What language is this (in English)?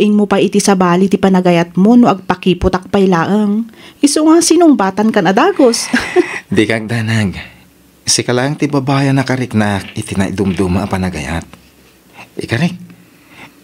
Iloko